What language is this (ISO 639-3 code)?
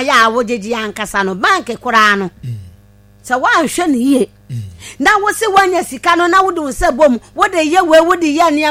aka